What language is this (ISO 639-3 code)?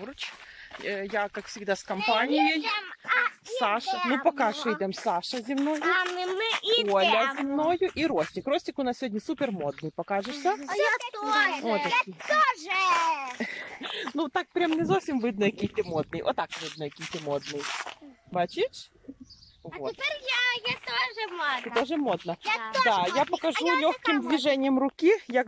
ukr